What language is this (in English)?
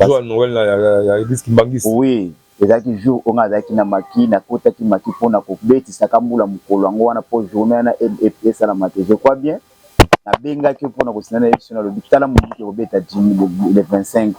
Lingala